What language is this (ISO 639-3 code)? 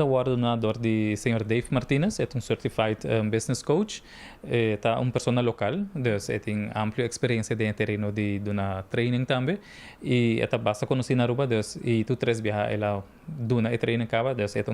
pap